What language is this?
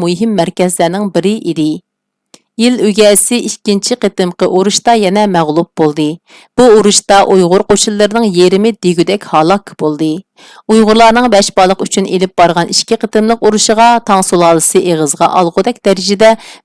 Uyghur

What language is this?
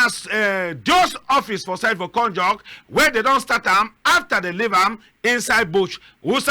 Cameroon Pidgin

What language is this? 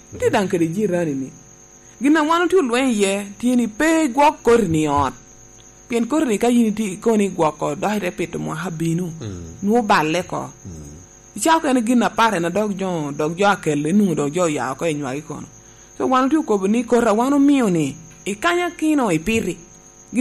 Lango (Uganda)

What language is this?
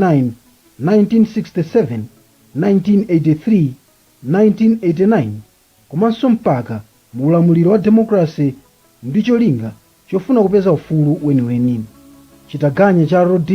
Nyanja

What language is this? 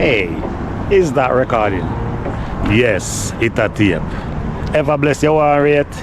Jamaican Creole English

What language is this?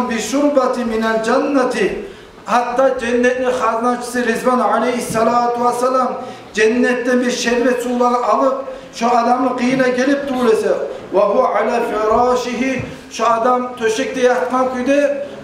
Kumyk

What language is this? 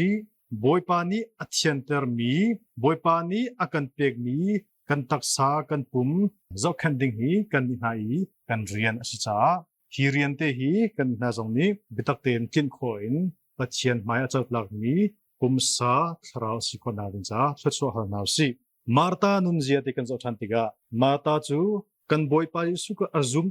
Hakha Chin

